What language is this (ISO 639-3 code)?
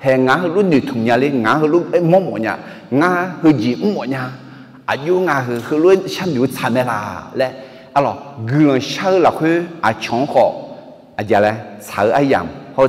ahk